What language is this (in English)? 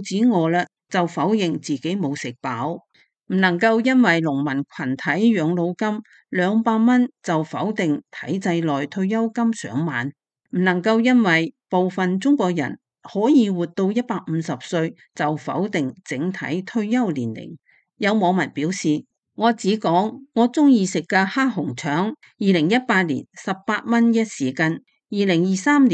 Cantonese